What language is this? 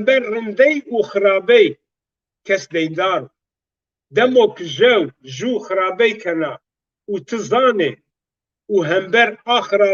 Zaza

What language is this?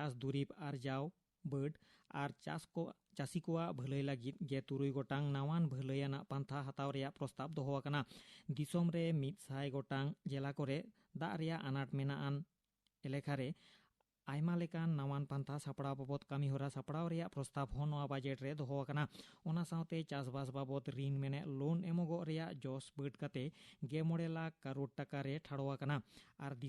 Santali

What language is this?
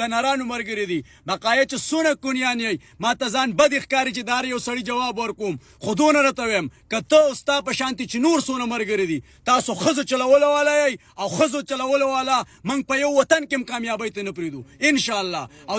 Pashto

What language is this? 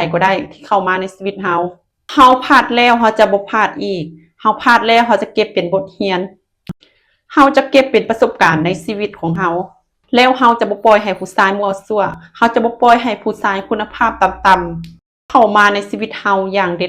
Lao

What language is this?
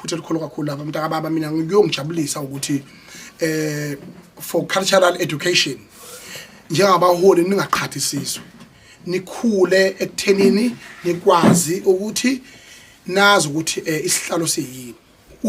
Zulu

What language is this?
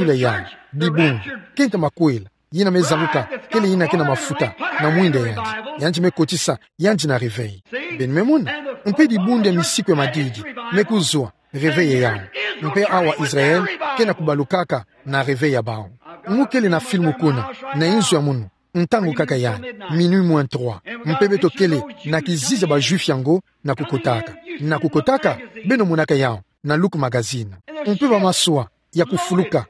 Kituba (Democratic Republic of Congo)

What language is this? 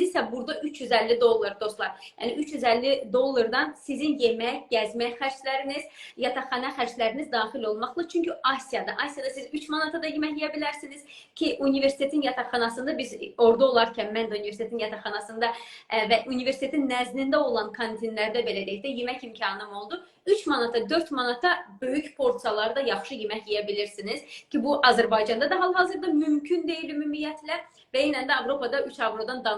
Azerbaijani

